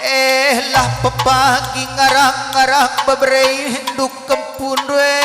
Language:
Batak Karo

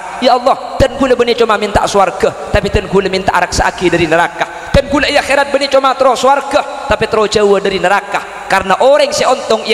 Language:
Madurese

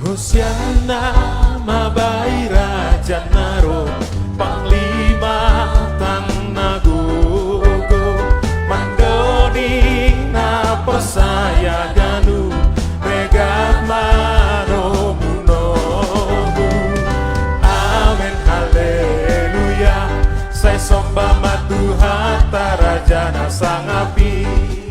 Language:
Batak Toba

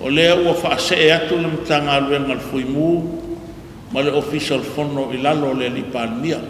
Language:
Samoan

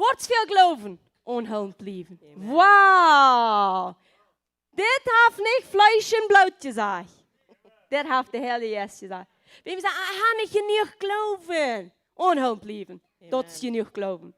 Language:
Plautdietsch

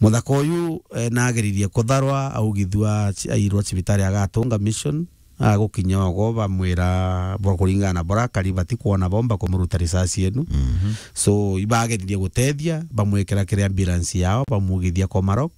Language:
Meru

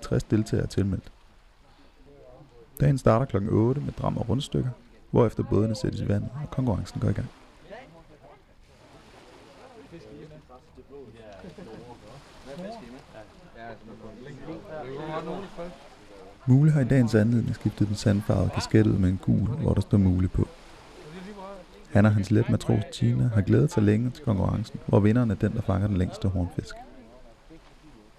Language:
Danish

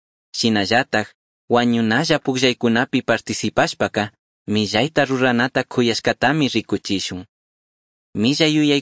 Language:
Chimborazo Highland Quichua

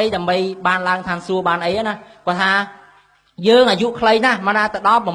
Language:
Khmer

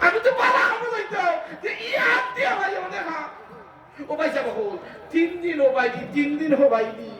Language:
Sylheti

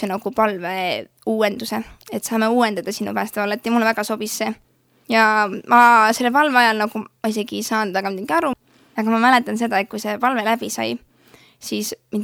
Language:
Estonian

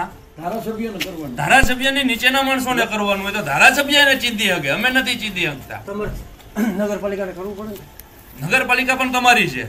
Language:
Gujarati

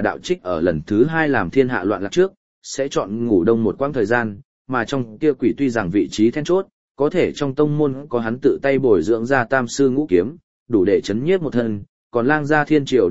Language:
Vietnamese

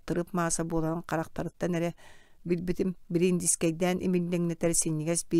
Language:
Yakut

